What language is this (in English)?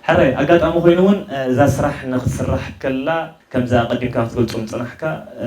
Tigrinya